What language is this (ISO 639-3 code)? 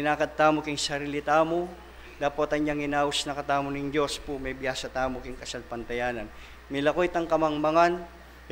pam